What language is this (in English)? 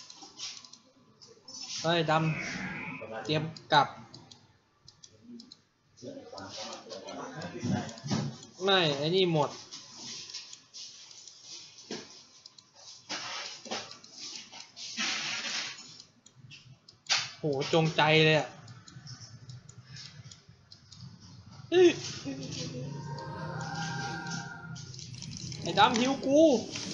Thai